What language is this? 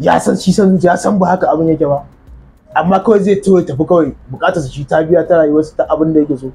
Hausa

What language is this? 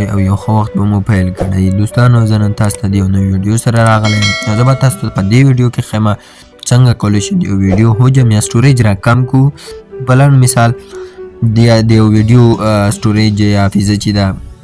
Pashto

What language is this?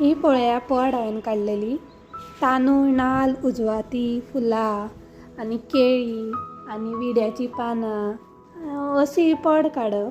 Konkani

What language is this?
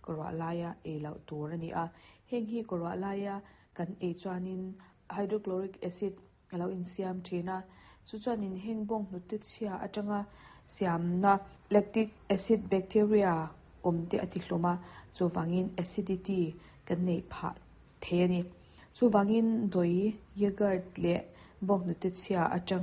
Mizo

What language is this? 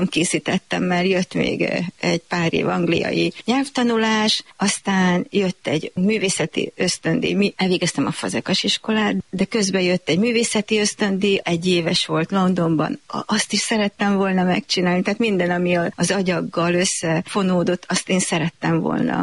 Hungarian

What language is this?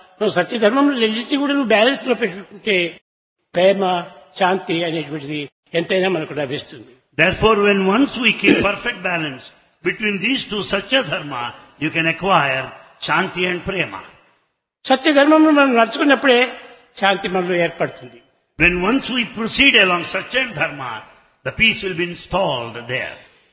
Telugu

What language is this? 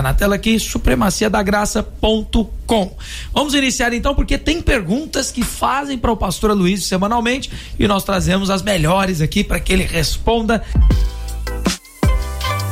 Portuguese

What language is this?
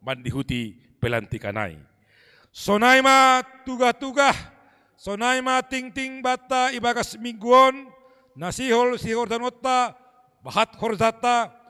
Batak Simalungun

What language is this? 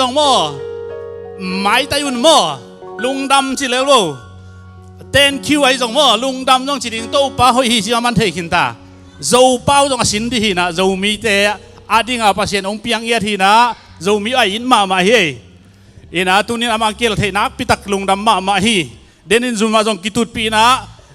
Tedim Chin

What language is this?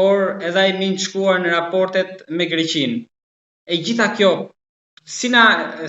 Albanian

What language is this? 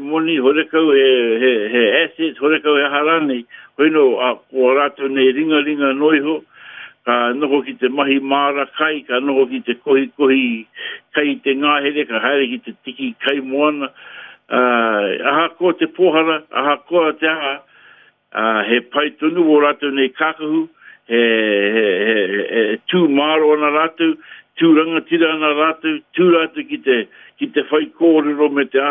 Māori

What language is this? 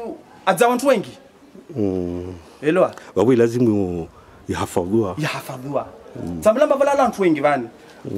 Swahili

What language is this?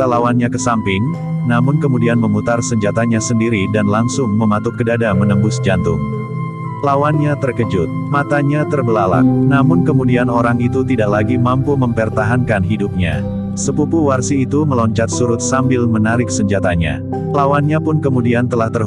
Indonesian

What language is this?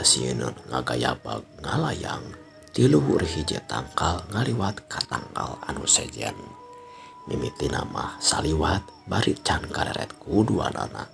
Sundanese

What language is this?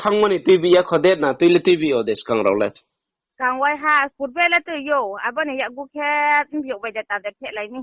Riang (India)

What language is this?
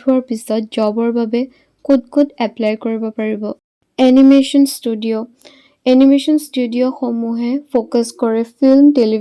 Assamese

